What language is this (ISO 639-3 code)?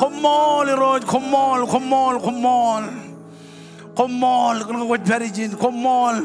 mah